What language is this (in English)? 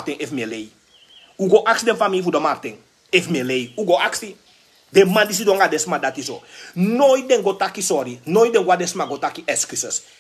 Sranan Tongo